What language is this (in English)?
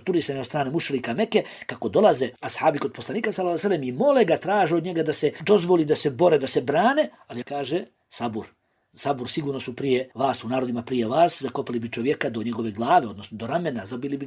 Bosnian